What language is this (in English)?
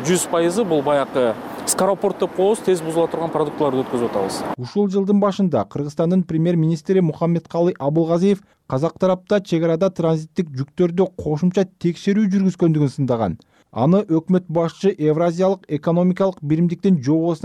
Kyrgyz